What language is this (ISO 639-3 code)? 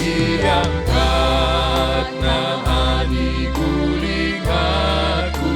btx